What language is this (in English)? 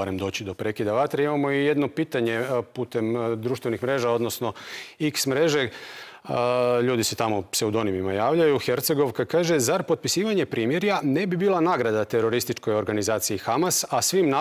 Croatian